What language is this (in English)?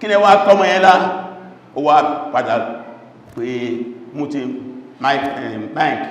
Yoruba